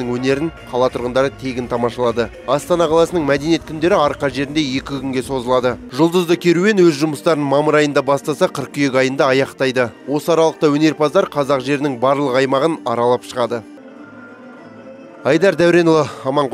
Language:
Kazakh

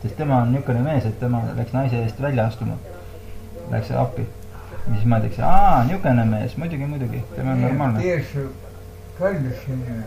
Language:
Estonian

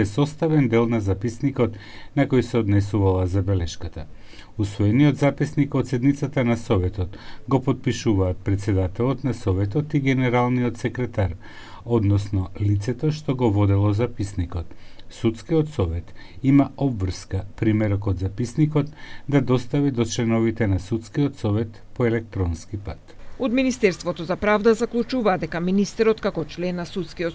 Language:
Macedonian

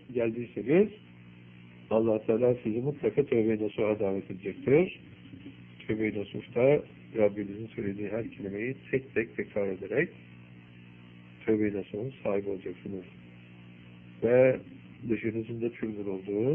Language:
Turkish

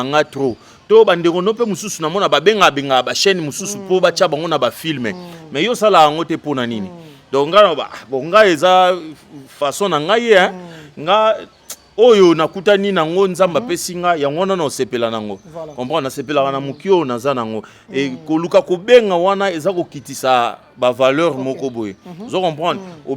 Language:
Lingala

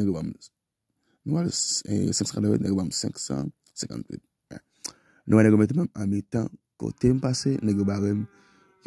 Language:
Haitian Creole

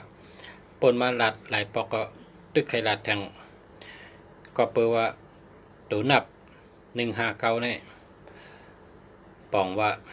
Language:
Shan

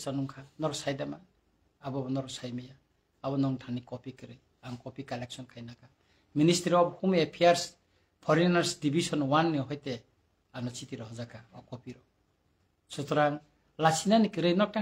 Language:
Kok Borok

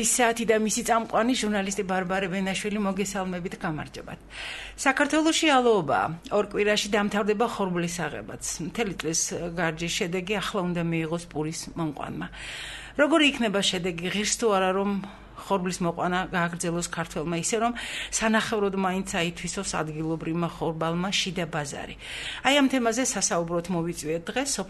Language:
Georgian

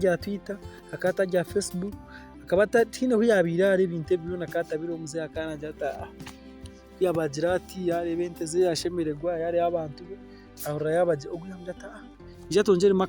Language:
Nyankole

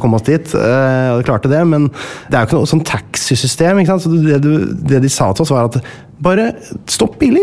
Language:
Norwegian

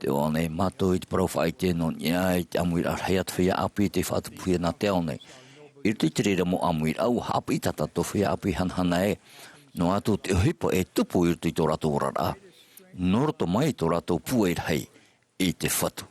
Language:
Tahitian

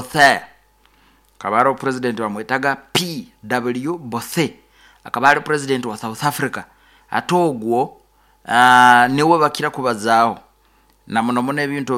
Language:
Nyoro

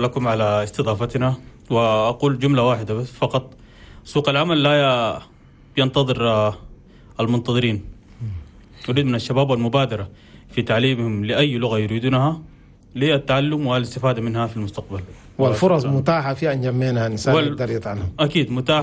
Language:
Chadian Arabic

